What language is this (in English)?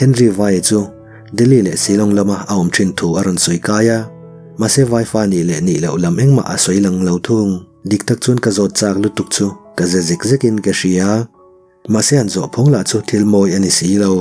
Mizo